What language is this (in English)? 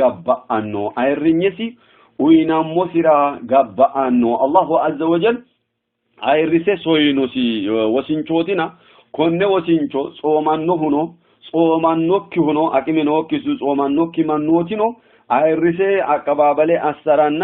Sidamo